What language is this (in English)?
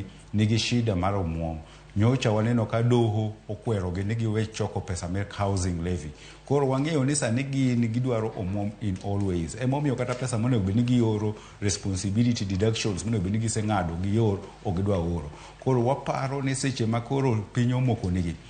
Luo (Kenya and Tanzania)